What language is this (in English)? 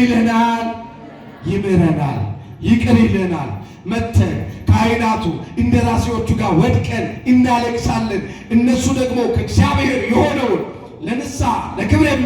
Amharic